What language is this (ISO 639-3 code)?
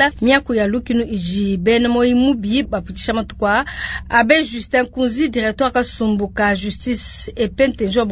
lua